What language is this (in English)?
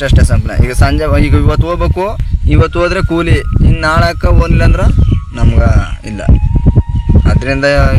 Kannada